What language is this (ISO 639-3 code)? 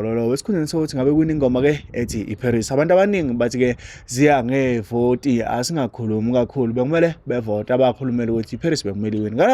zul